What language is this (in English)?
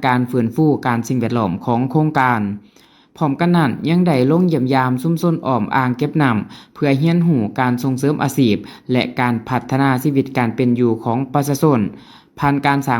Lao